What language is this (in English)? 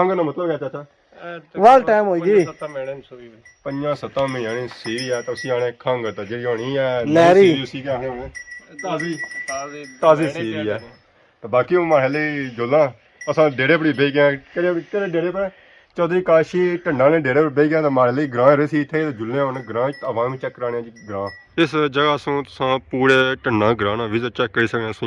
Pahari-Potwari